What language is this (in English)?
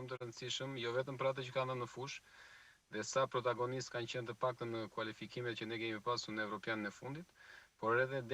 Albanian